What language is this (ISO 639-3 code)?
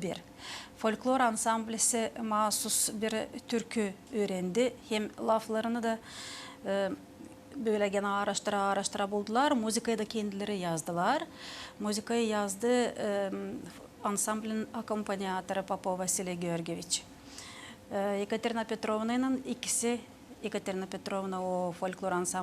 gag